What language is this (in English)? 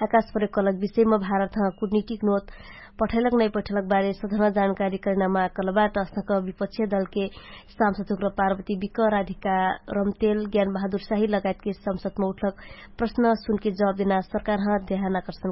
Dangaura Tharu